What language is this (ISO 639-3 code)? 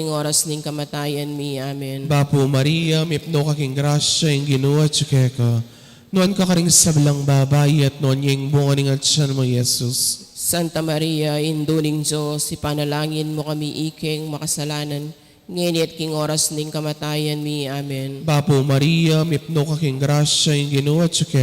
pam